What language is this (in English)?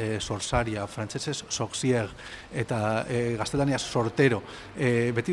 Basque